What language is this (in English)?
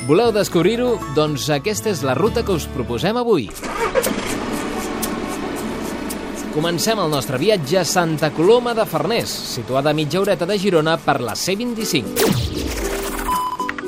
Catalan